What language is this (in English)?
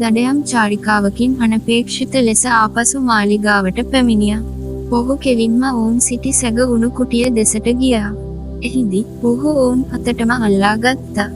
Sinhala